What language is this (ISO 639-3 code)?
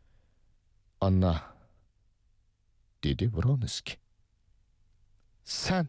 uig